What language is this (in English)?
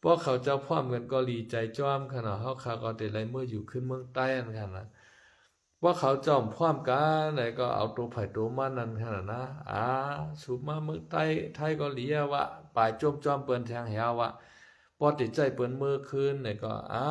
Shan